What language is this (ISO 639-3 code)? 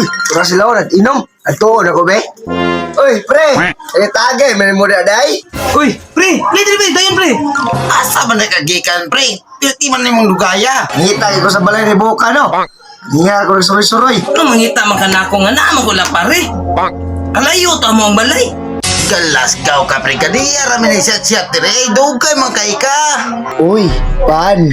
ceb